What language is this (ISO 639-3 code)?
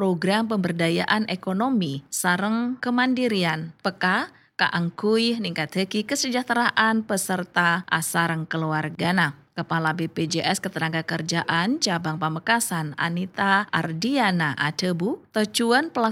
mad